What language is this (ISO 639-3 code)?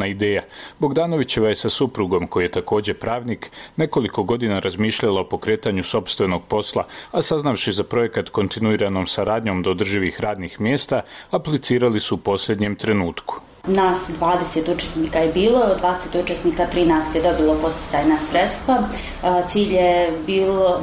bos